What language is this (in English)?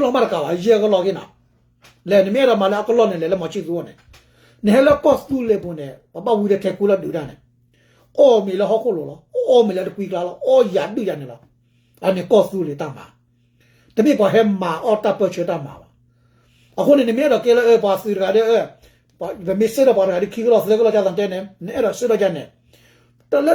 S'gaw Karen